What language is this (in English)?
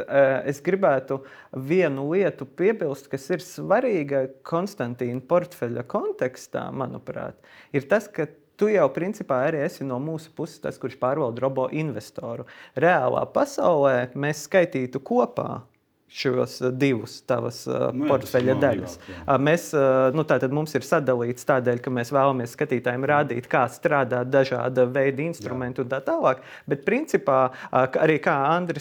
Latvian